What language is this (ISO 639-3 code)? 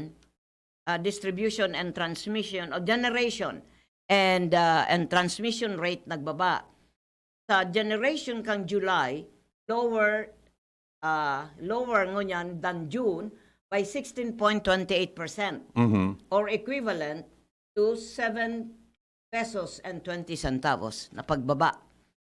bik